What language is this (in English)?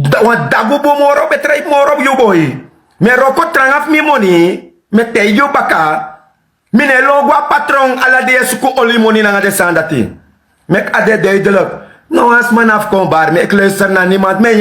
Sranan Tongo